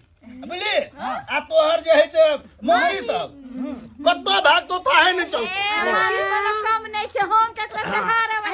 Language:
Maithili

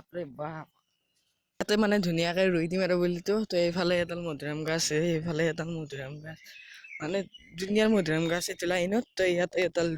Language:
Assamese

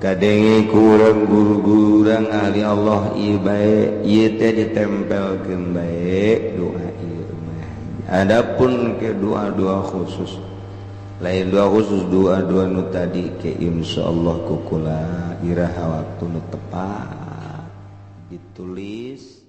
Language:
Sundanese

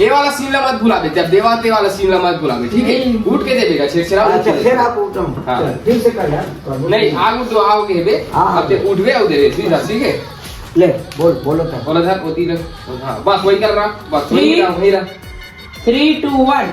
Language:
Chhattisgarhi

